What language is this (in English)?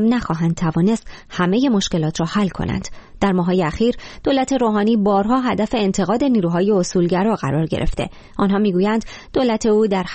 Persian